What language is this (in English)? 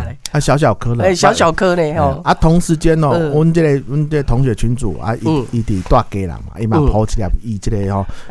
Min Nan Chinese